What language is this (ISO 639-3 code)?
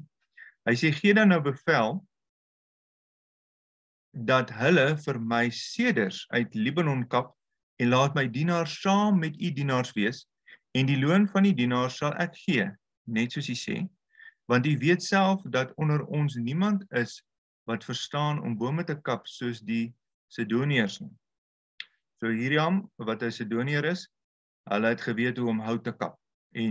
afr